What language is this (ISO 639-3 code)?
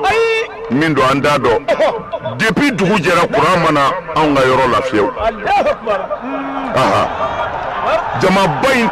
bam